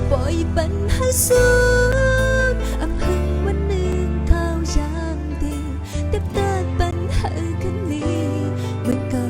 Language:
Shan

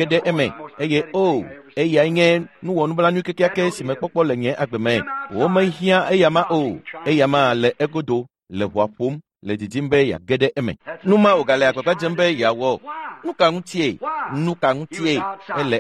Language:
Ewe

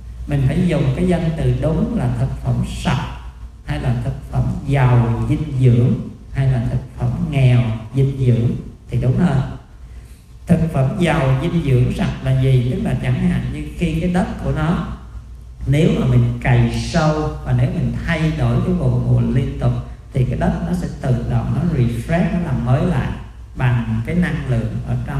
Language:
Vietnamese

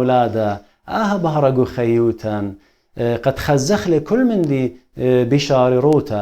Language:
Assyrian Neo-Aramaic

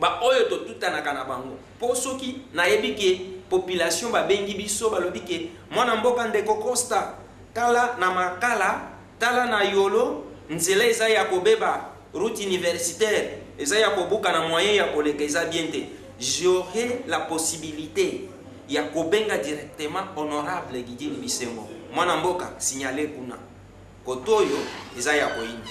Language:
Lingala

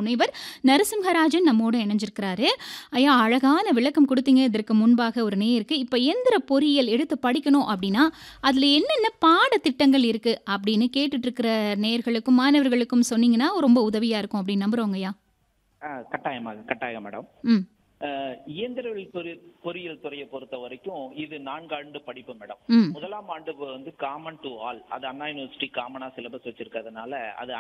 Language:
Tamil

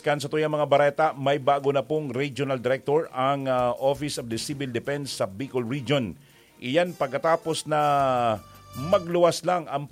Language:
Bikol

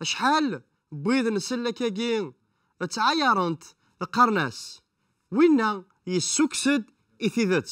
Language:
Kabyle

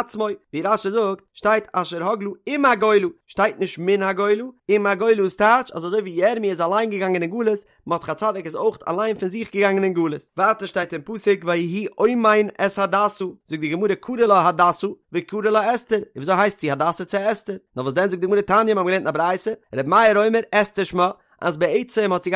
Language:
Yiddish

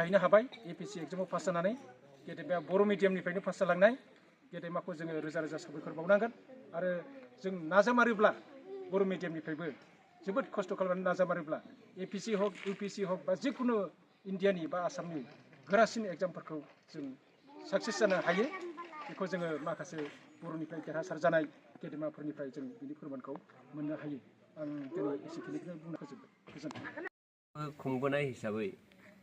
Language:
Bodo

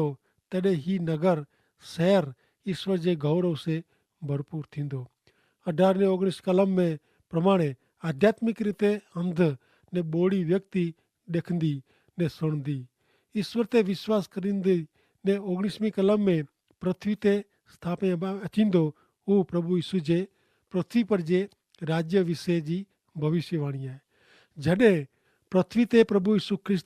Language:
Kachhi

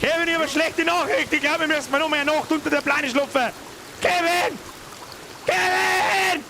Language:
Bavarian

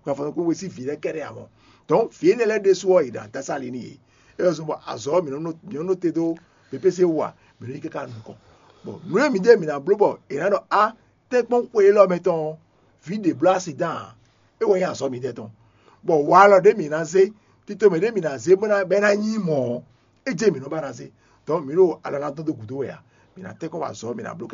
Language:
Fon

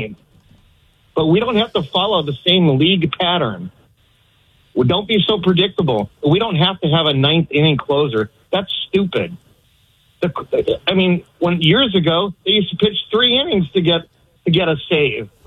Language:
English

